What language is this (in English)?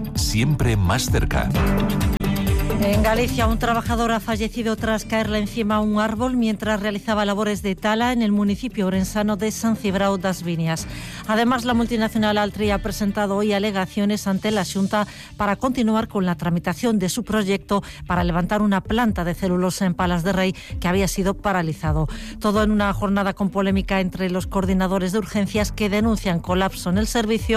Spanish